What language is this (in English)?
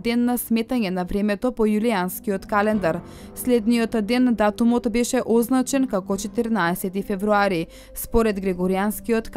Macedonian